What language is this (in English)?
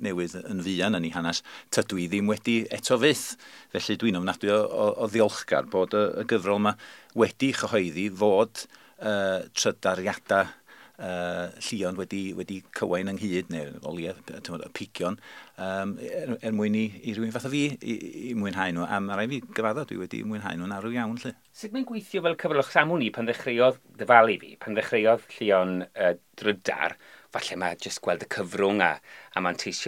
Welsh